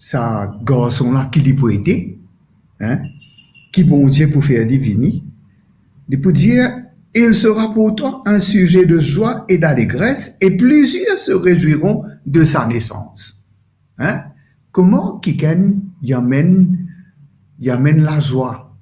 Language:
Morisyen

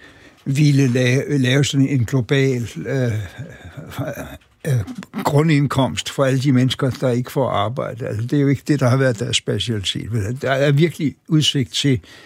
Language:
Danish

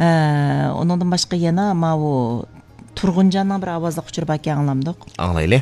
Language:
Uyghur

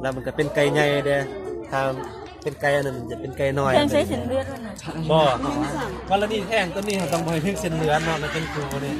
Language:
Lao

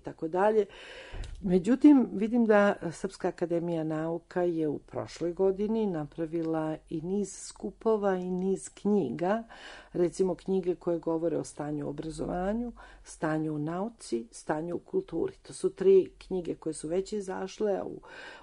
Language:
Serbian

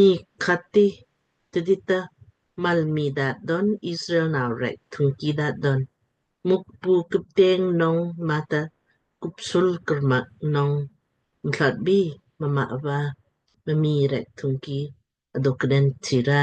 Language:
Lamkang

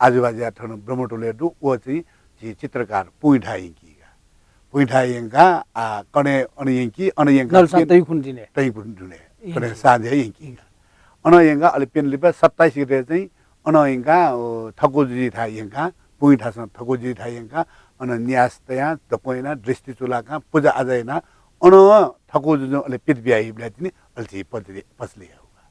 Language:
Newari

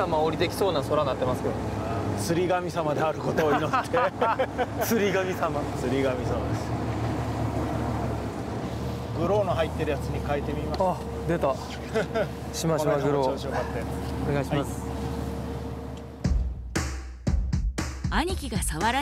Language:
Japanese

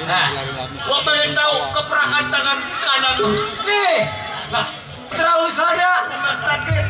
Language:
Betawi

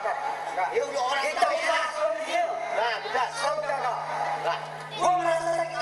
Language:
Betawi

